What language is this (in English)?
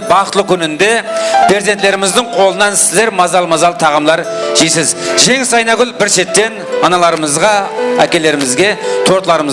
Kara-Kalpak